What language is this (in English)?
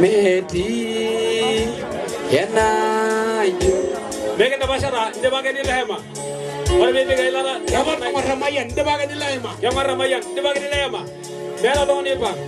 Masai